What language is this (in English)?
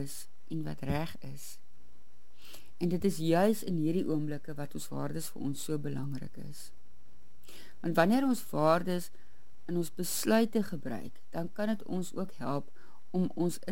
Afrikaans